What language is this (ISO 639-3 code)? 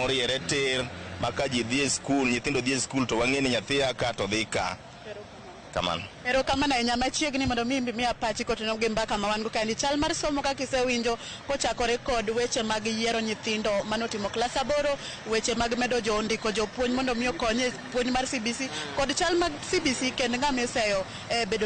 luo